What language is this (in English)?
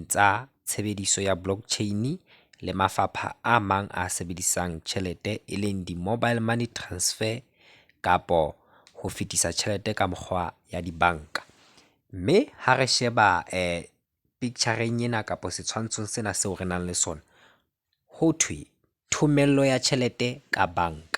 Southern Sotho